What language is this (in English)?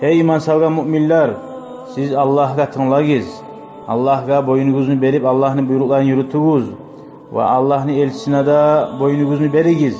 Kumyk